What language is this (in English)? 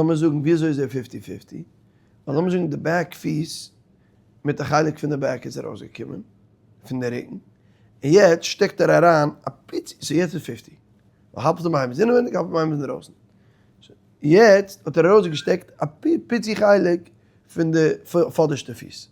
Yiddish